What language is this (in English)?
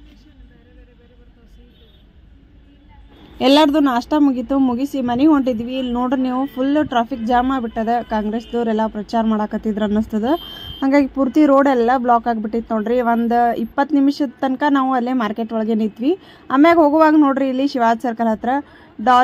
Kannada